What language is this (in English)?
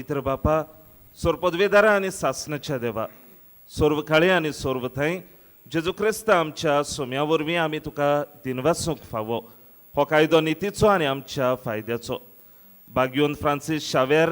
Konkani